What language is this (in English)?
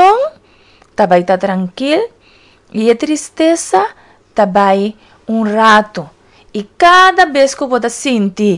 Papiamento